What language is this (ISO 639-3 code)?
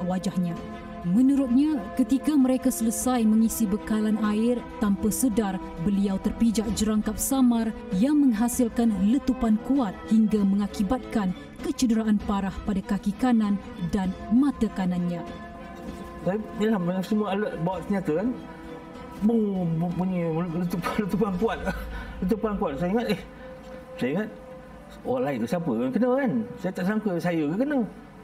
msa